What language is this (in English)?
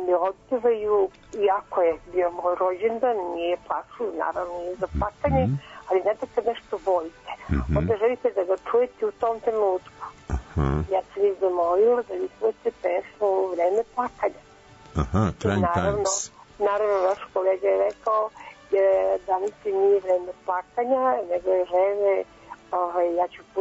Serbian